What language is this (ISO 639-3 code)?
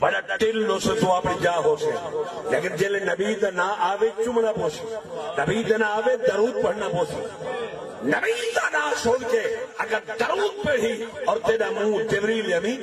skr